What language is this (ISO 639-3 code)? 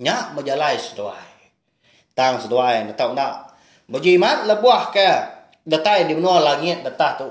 iba